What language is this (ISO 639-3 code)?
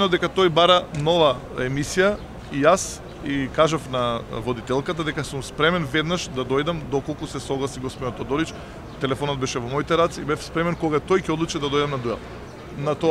mkd